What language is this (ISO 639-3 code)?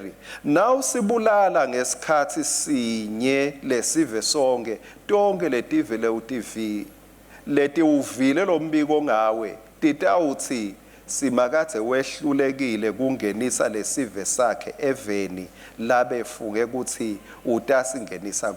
ssw